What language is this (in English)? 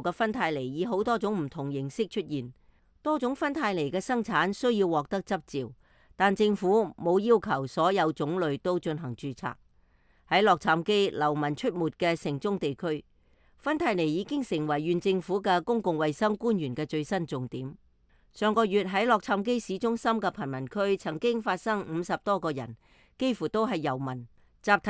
Cantonese